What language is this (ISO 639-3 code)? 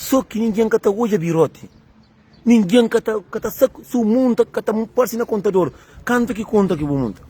kea